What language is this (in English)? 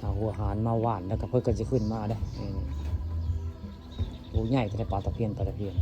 Northeastern Thai